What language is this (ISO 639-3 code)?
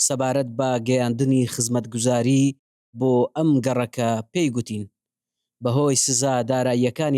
ckb